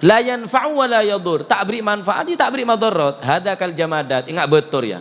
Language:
Madurese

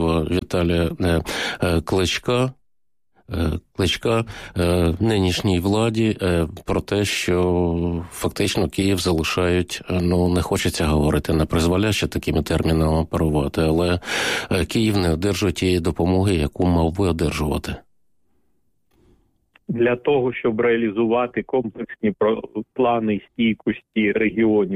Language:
Ukrainian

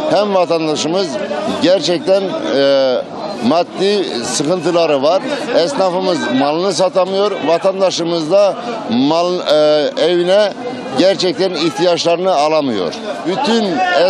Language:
Turkish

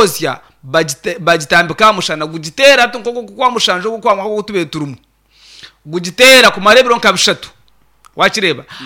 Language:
Nyankole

